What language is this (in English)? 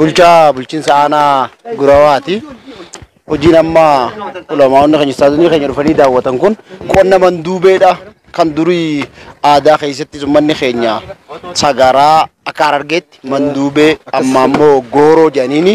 Oromo